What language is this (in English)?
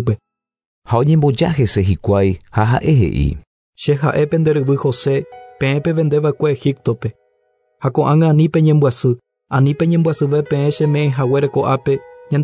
Guarani